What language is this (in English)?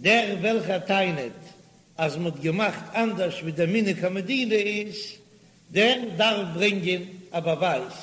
Yiddish